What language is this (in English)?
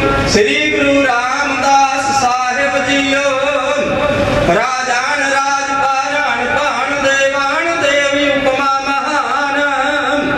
Punjabi